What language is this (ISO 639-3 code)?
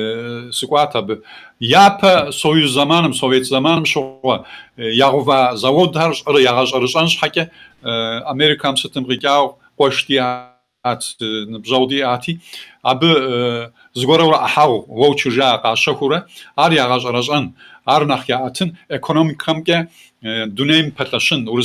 kbd